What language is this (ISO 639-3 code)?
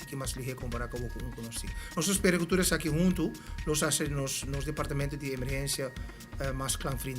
pap